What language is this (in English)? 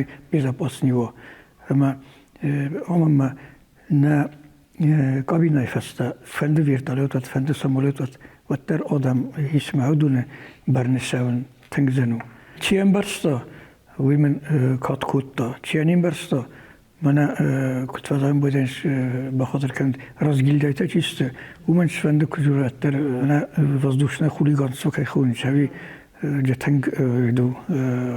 Ossetic